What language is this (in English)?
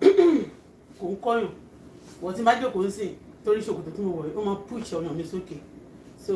Yoruba